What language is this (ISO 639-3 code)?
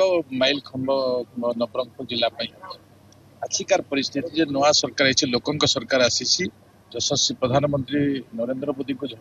ori